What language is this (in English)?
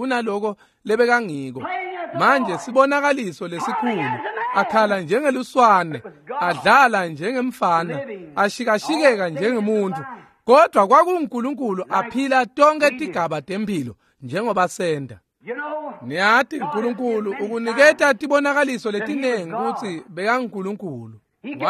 Swati